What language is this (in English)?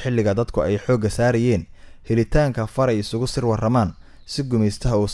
Somali